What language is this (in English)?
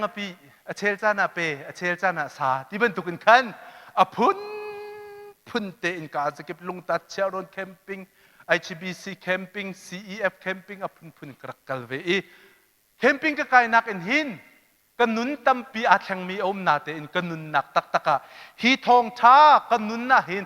Hakha Chin